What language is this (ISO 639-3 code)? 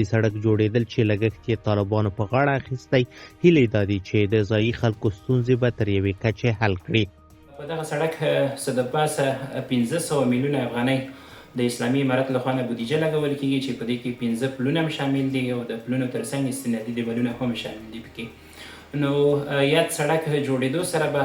pus